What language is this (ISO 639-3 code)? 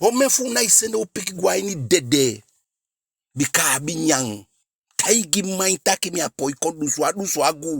djk